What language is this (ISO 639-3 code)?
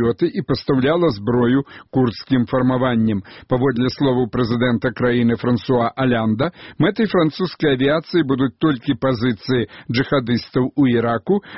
bel